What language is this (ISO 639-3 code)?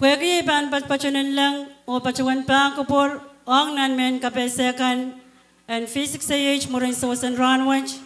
pon